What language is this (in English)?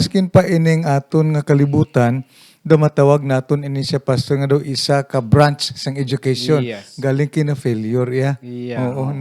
Hiligaynon